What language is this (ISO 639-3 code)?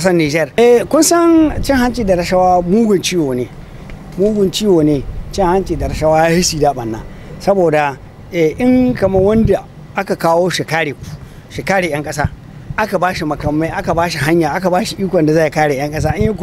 hau